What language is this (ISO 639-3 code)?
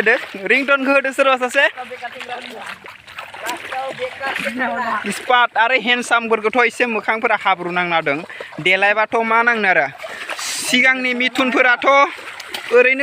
brx